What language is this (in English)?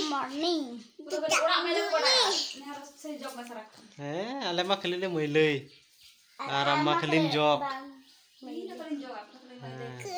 Santali